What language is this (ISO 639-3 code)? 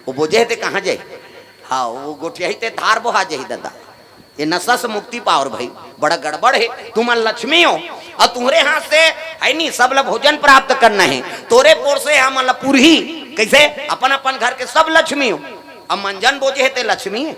hne